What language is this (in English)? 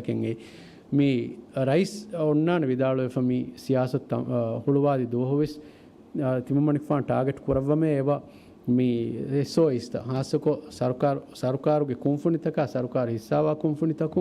Divehi